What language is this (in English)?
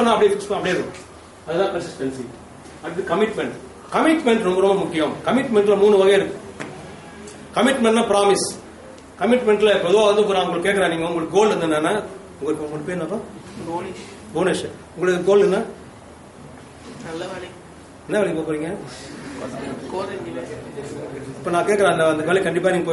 Tamil